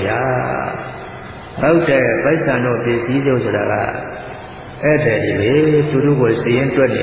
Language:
Burmese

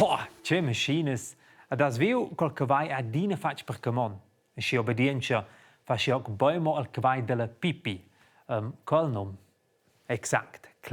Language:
Romansh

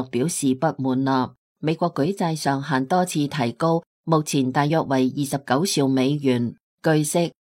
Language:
Cantonese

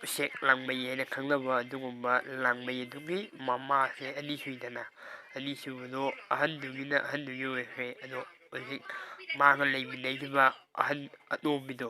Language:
Manipuri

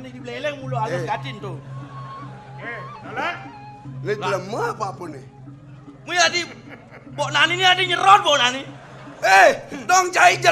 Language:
Balinese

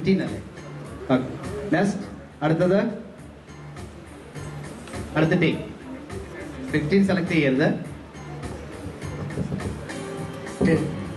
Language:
Malayalam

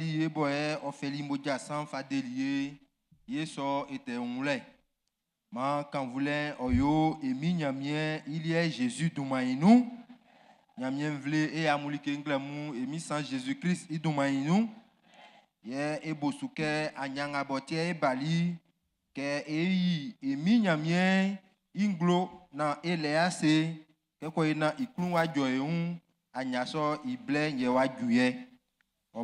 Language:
Baoulé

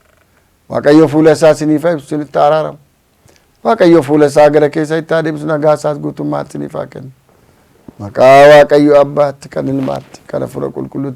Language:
Oromo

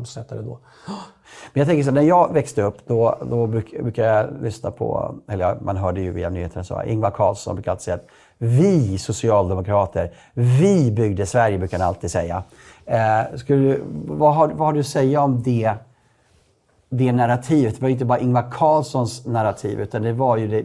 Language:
Swedish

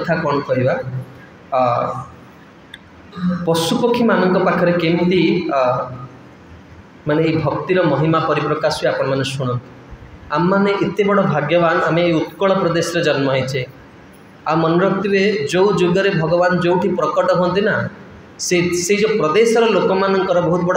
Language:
Odia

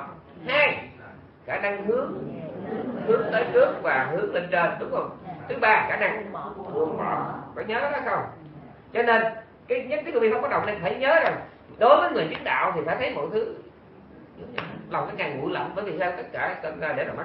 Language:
Vietnamese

